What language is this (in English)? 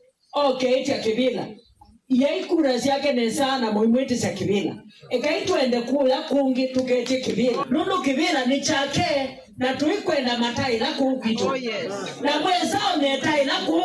Kamba